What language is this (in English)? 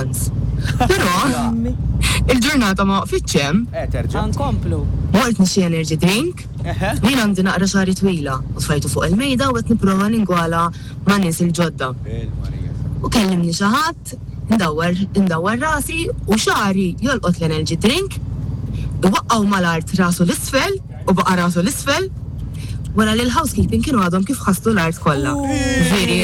Maltese